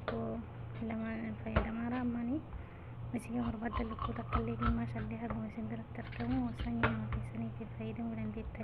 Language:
Oromo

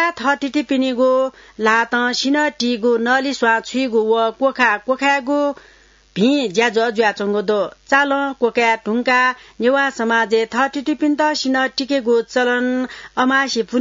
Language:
Newari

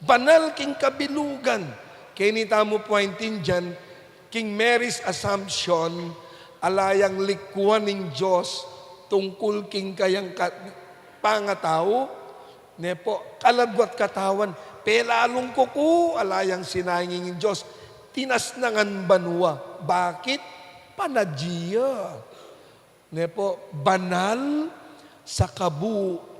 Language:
Pampanga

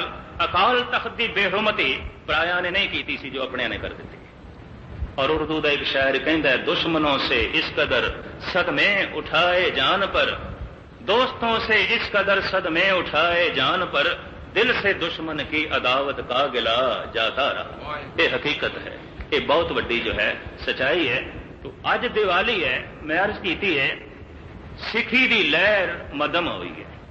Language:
Punjabi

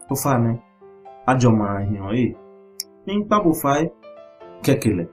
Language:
Ga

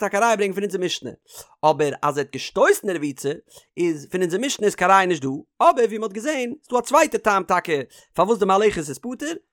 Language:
Yiddish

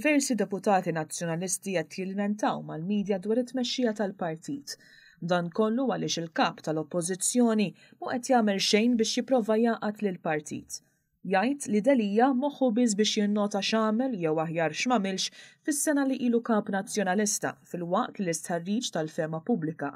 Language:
Maltese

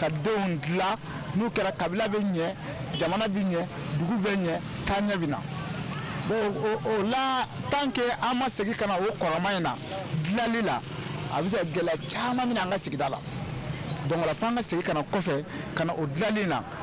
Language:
Bambara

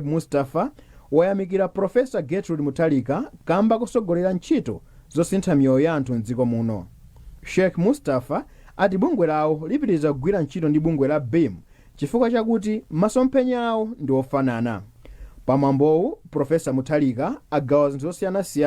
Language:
Nyanja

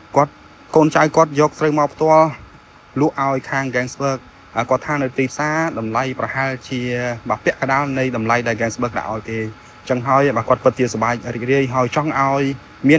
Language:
Khmer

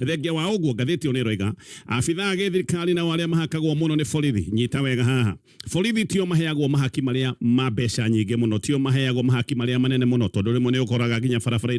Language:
Kikuyu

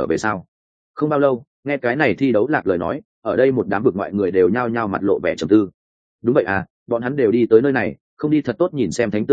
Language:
Vietnamese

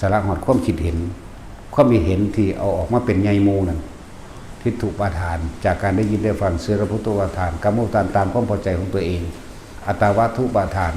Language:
Lao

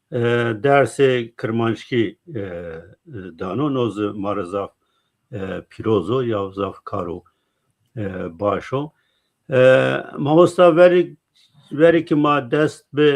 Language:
Zaza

